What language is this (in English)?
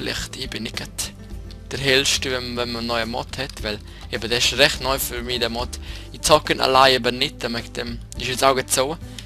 Swiss German